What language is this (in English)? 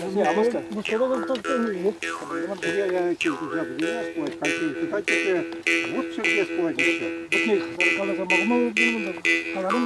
Chuvash